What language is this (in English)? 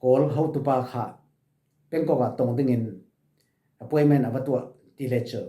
Falam Chin